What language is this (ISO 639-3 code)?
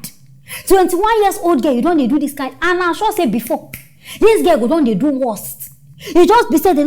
pcm